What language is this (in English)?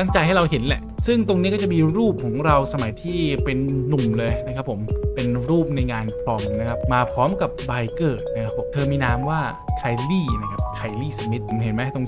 Thai